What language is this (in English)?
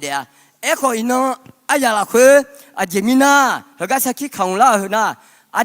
Akha